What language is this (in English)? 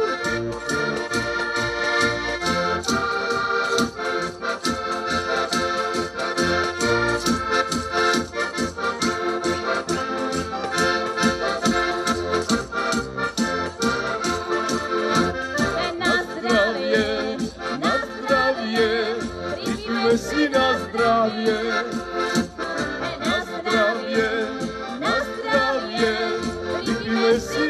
Slovak